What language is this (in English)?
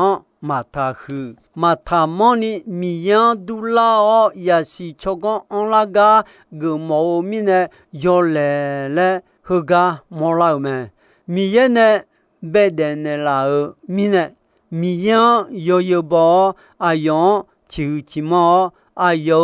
Akha